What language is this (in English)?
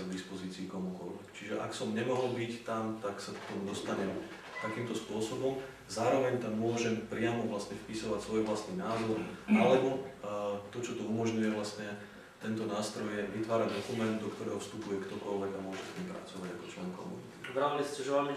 Slovak